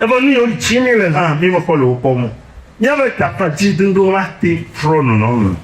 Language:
Ewe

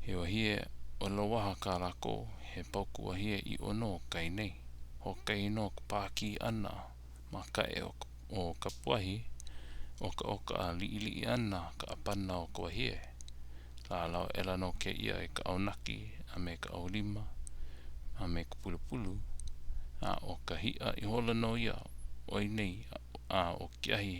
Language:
Hawaiian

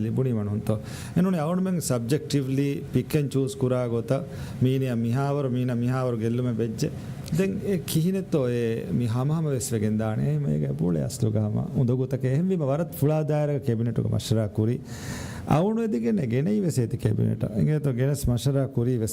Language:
Divehi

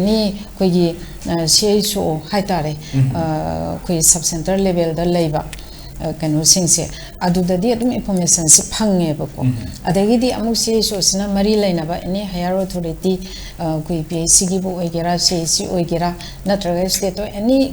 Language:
Manipuri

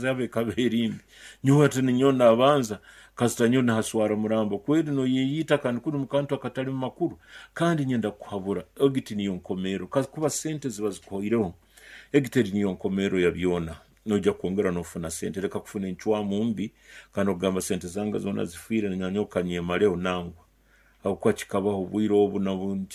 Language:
Nyoro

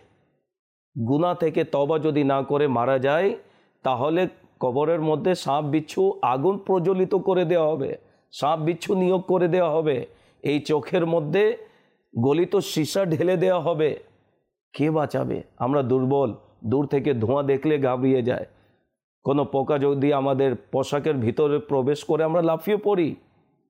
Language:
Bangla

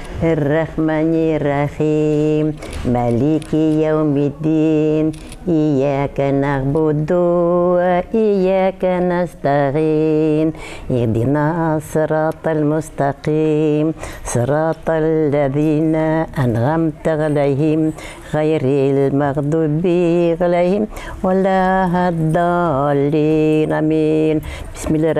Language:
Bashkir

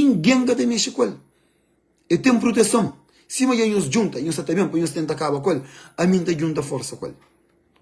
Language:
Kabuverdianu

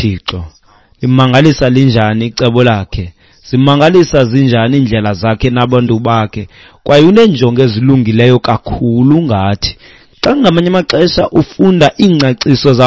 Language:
Xhosa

